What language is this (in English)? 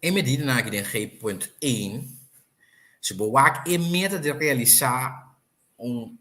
Papiamento